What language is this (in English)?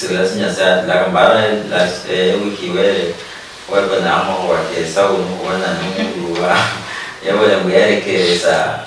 Luyia